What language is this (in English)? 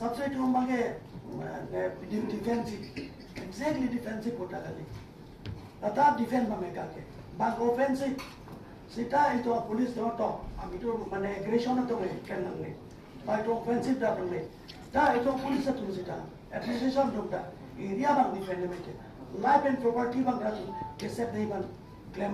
Karbi